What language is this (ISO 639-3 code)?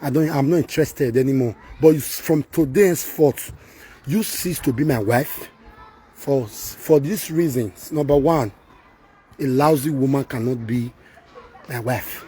pcm